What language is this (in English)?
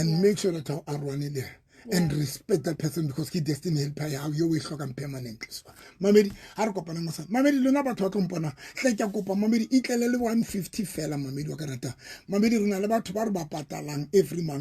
Southern Sotho